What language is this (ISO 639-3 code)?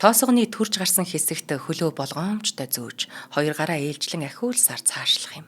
mon